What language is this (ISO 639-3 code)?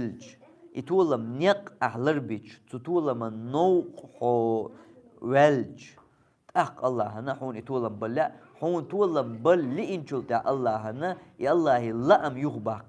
che